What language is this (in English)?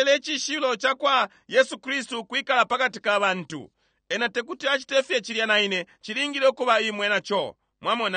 Bemba